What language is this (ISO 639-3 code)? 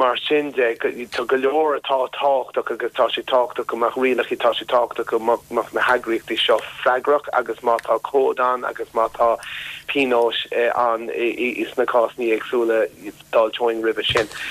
gle